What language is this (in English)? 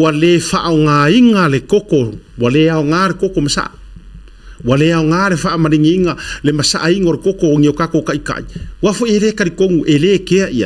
Samoan